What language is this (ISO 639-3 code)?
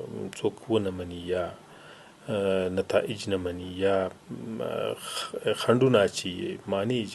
pus